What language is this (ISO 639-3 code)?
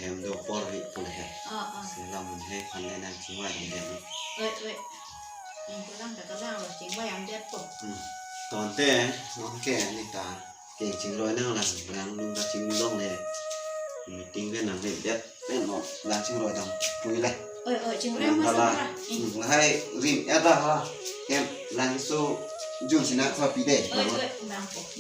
mjw